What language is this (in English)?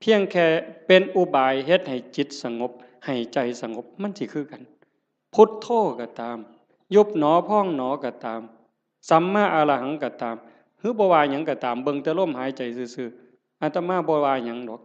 Northeastern Thai